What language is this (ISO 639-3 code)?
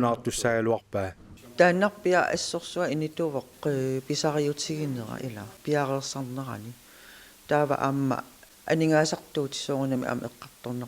kal